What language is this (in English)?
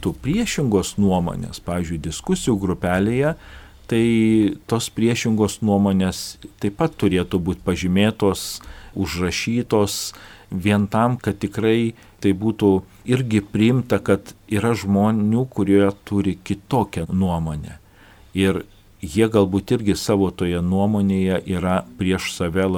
Lithuanian